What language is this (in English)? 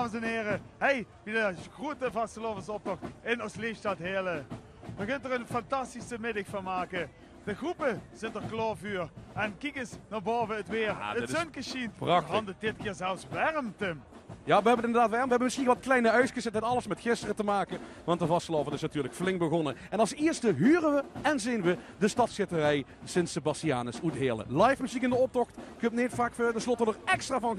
Limburgish